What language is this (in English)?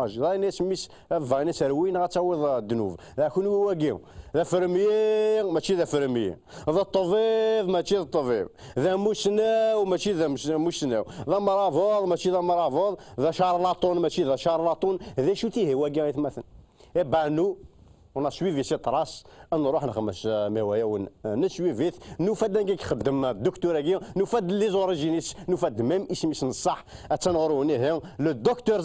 Kabyle